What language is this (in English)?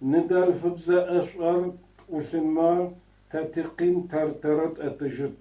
Adyghe